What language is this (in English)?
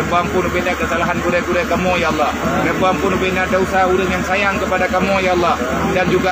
Achinese